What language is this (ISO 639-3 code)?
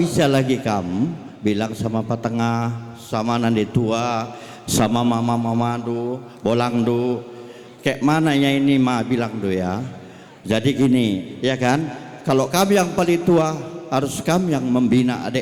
btx